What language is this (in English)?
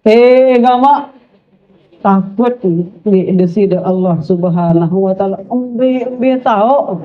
Sasak